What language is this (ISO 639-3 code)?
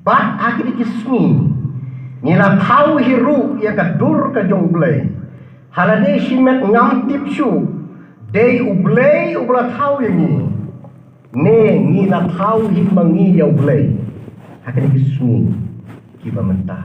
kha